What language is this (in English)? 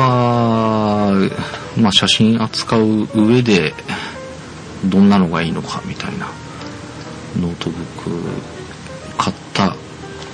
Japanese